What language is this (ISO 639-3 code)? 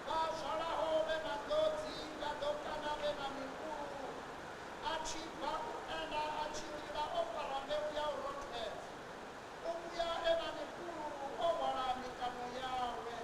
ven